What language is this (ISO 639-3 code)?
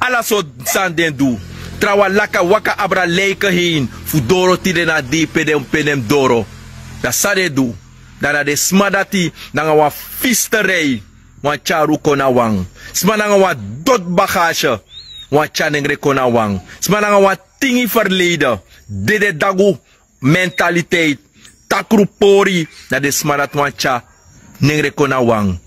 srn